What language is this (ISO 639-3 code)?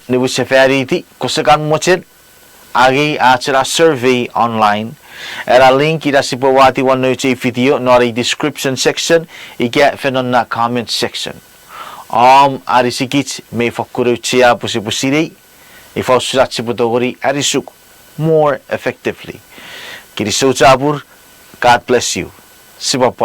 chk